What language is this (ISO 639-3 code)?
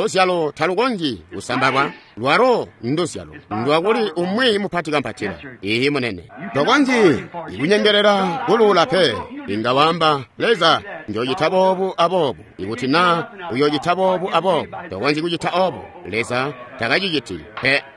toi